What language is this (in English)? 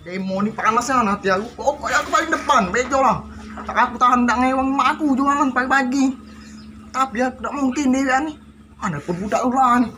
Musi